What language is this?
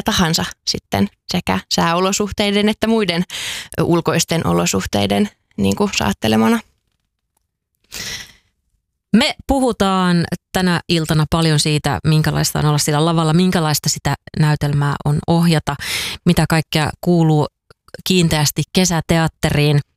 Finnish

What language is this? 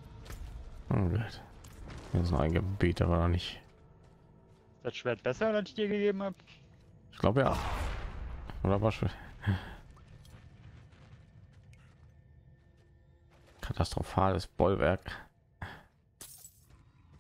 German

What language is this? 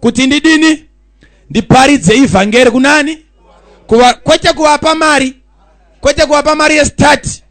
Shona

